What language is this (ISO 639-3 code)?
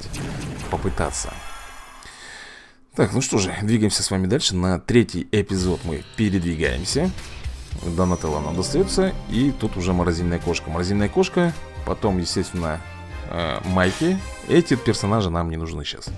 rus